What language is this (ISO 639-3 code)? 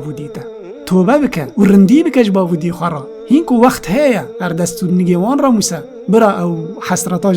kur